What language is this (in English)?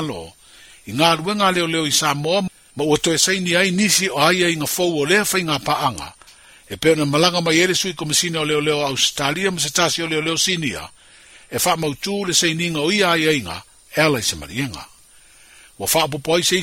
Samoan